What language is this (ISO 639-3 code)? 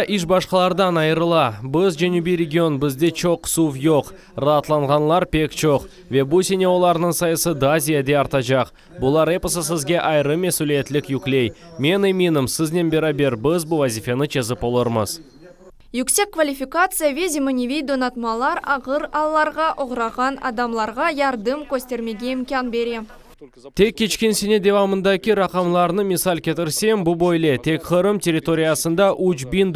crh